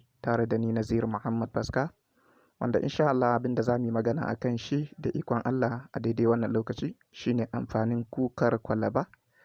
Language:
Hausa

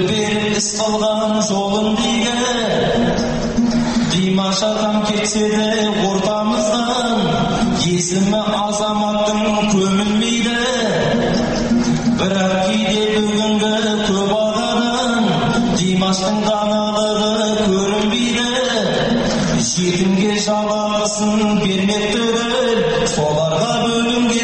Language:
Kazakh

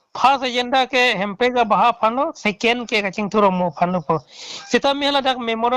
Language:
Karbi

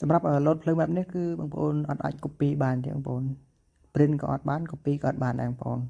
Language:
Khmer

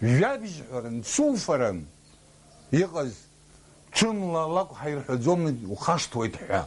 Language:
Abkhazian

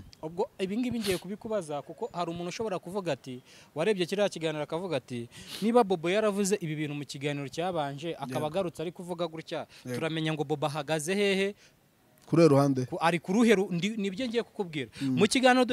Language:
Kinyarwanda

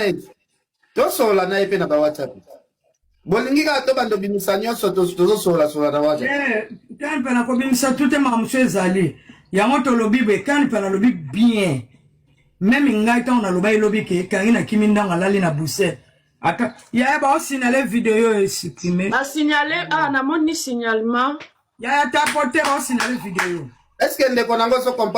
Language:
Lingala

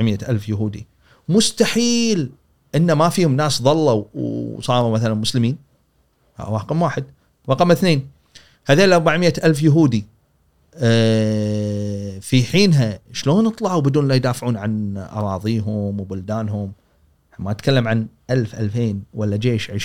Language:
Gulf Arabic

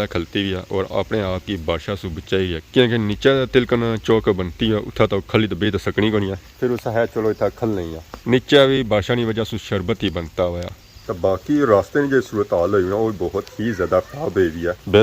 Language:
Pahari-Potwari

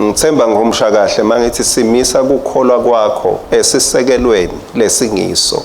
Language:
Swati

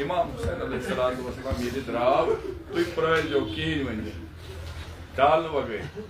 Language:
Kashmiri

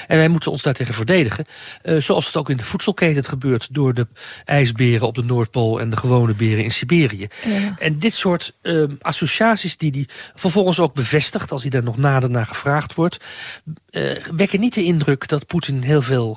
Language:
Dutch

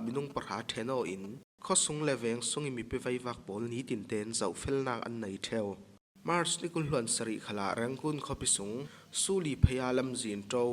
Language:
Falam Chin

